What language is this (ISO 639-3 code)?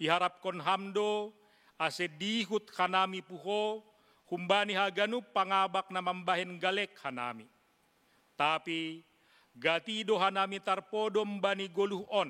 bts